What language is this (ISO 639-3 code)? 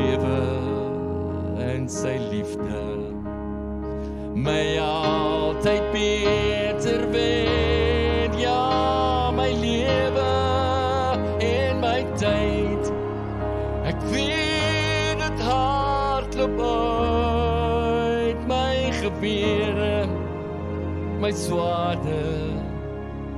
afr